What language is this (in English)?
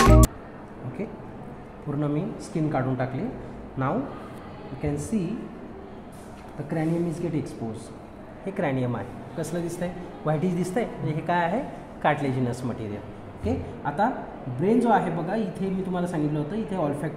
Marathi